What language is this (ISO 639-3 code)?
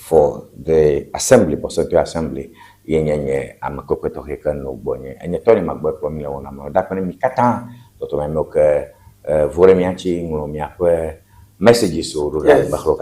ewe